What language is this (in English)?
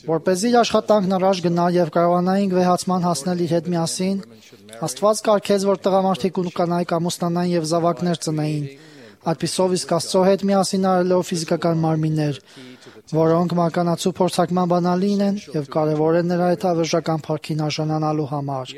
Armenian